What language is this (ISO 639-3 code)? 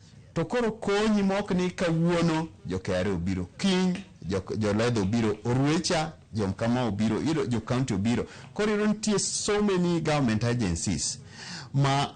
luo